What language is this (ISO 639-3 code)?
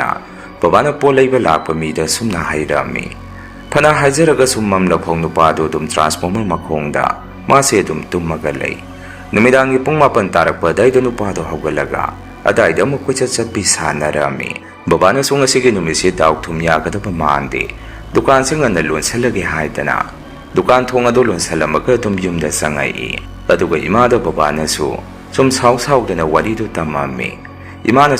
mni